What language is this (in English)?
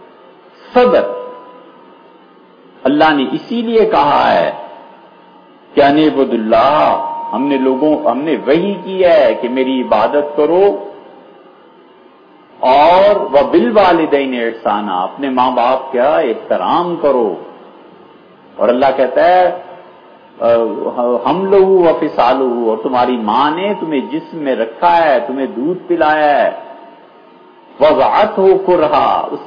Urdu